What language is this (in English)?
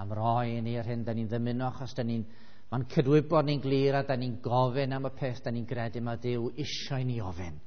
Welsh